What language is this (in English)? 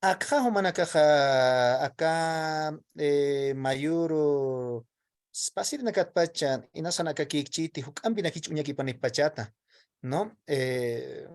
Aymara